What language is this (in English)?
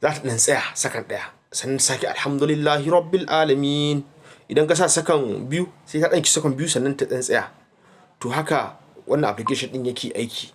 Hausa